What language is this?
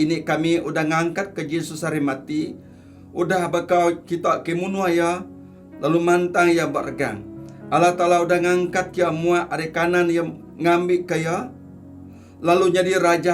Iban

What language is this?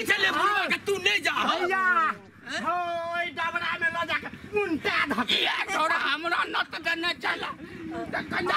Maithili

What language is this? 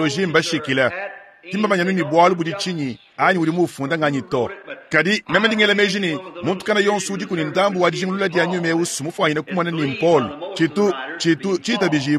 Luba-Lulua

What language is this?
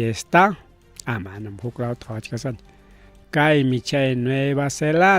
Ayacucho Quechua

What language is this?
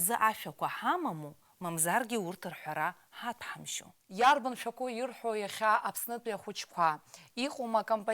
Abkhazian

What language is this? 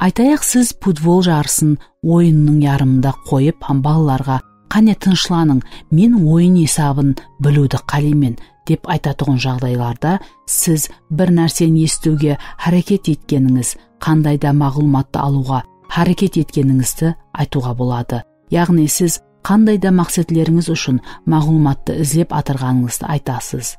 Kara-Kalpak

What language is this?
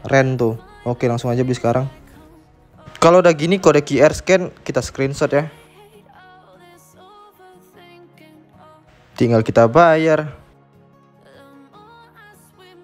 Indonesian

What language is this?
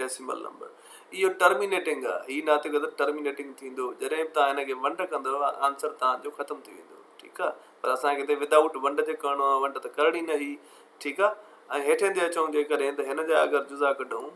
Sindhi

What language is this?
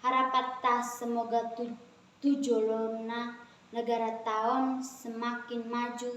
Batak Toba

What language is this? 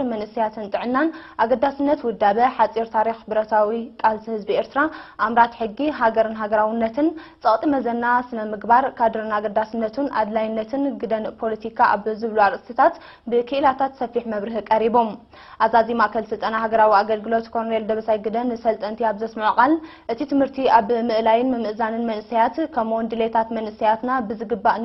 Tigrinya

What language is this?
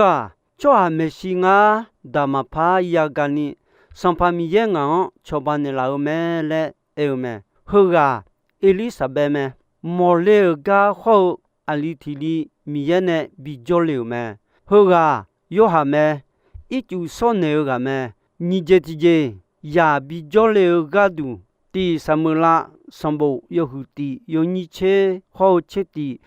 Akha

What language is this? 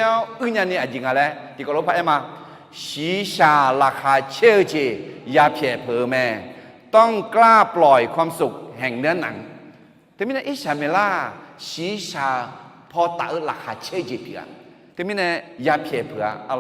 Akha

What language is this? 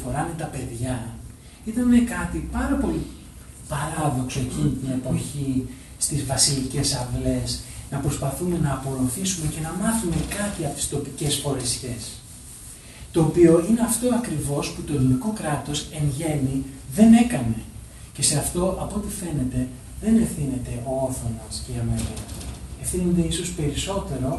Greek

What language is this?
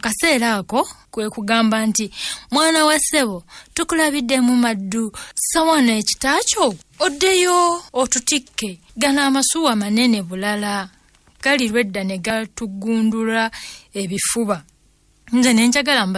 Ganda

